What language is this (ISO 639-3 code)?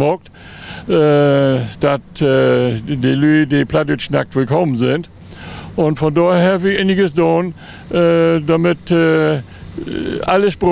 nds